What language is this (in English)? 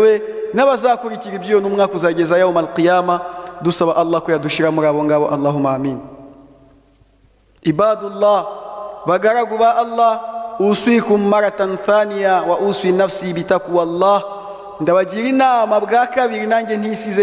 Kinyarwanda